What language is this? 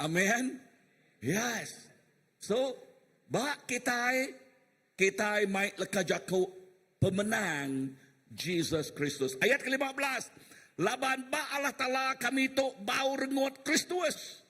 Iban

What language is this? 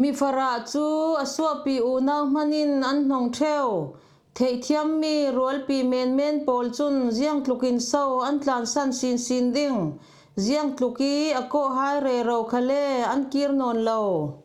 Falam Chin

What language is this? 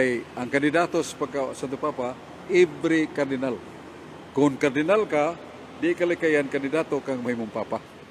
Cebuano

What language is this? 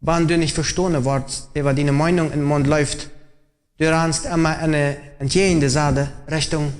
Plautdietsch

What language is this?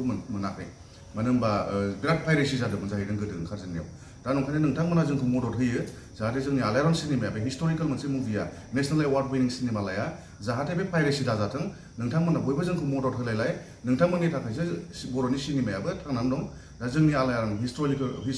Bodo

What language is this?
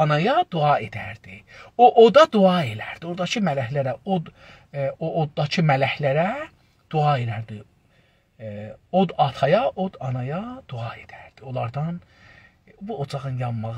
South Azerbaijani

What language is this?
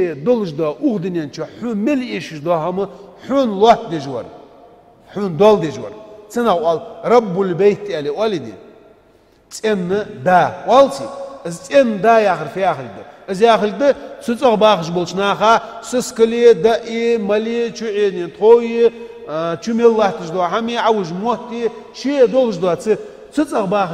Ingush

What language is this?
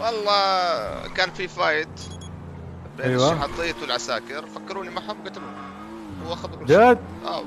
North Levantine Arabic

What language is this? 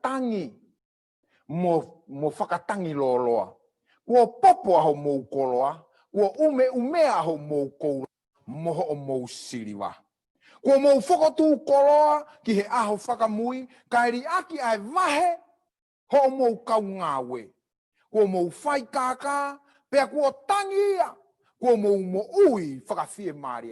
Tongan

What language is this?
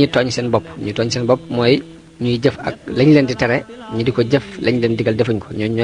Wolof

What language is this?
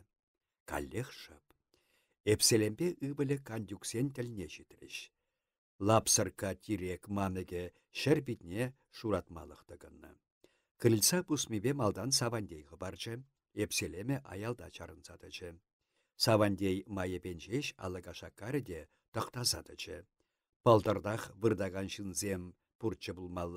Chuvash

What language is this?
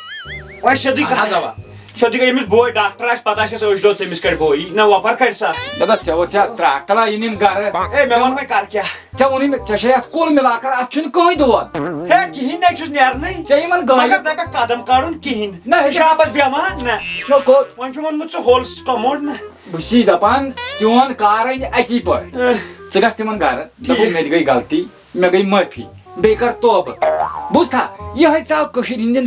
Kashmiri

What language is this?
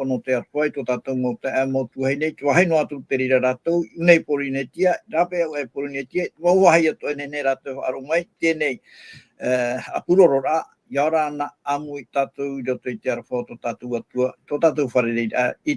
Tahitian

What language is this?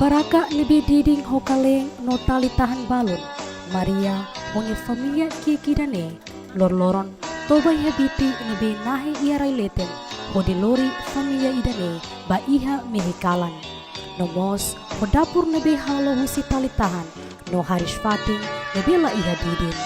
Tetum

